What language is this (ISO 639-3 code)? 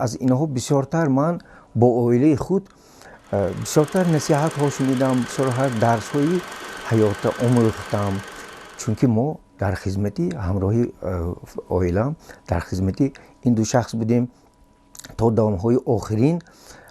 tgk